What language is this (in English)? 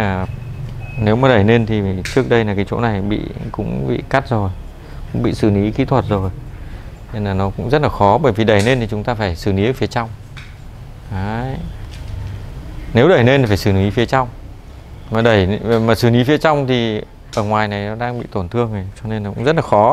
Vietnamese